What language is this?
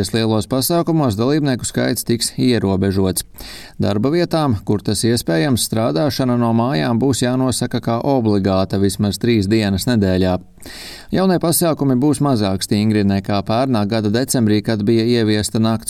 Latvian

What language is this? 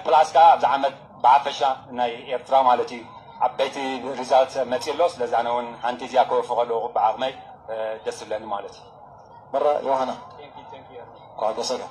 Tigrinya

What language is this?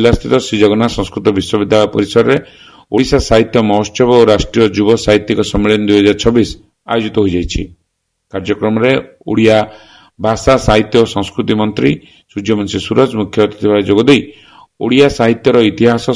Odia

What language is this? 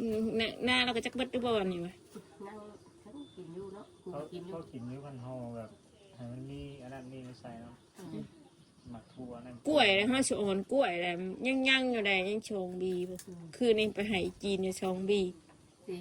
Northeastern Thai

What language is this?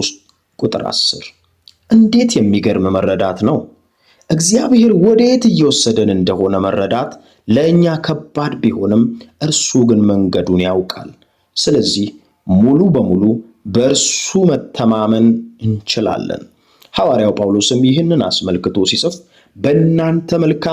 Amharic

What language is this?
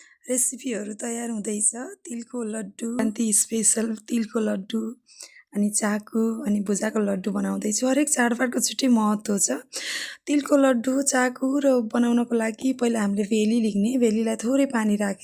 Nepali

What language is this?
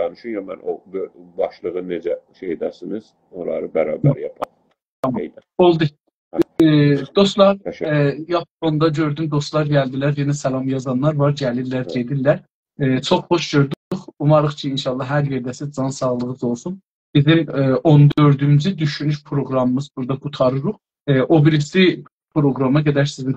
South Azerbaijani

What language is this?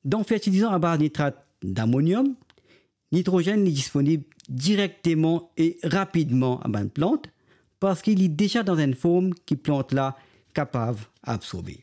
Morisyen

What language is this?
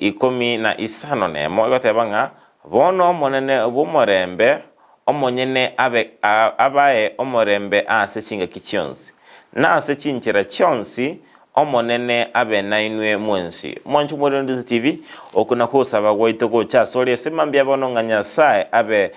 Gusii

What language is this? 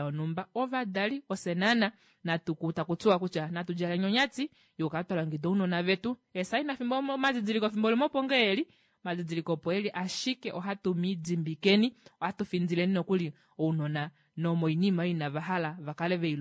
Kuanyama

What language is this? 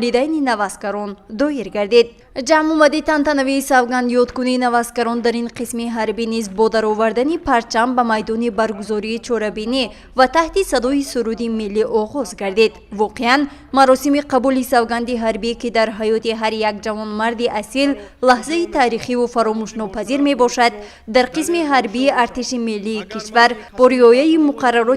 Tajik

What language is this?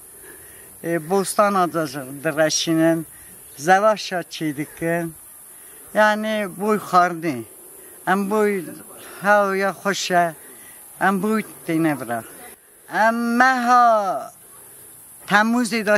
Kurdish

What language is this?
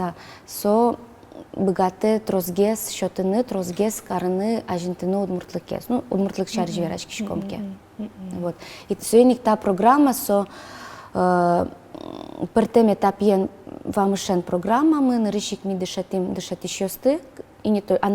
Udmurt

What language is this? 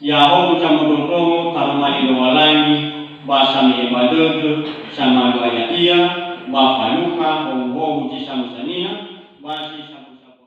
Nias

